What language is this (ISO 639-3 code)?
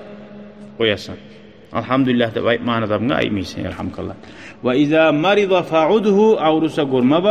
kum